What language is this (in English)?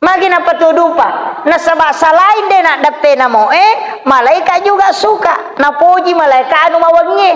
Buginese